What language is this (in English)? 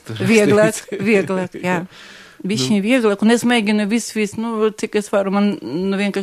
Latvian